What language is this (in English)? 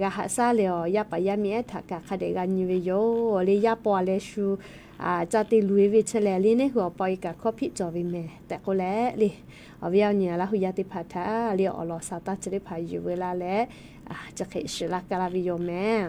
Lahu